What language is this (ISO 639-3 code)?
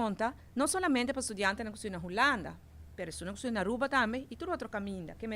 pap